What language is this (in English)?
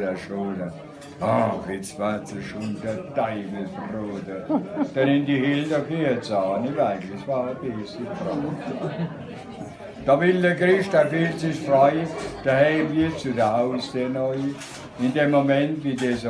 Palatine German